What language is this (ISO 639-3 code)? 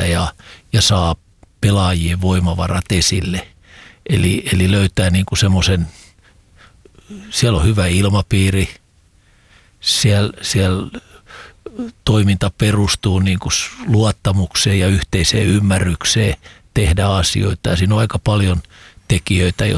fin